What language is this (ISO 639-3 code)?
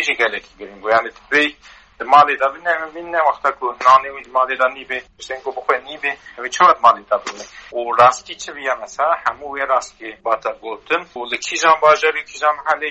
kur